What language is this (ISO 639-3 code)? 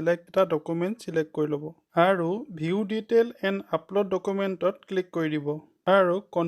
asm